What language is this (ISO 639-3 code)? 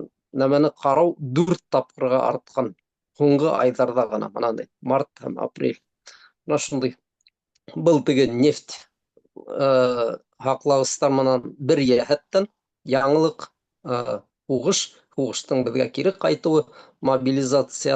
bak